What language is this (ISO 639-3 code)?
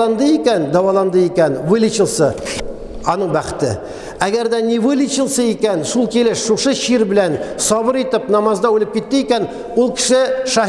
tat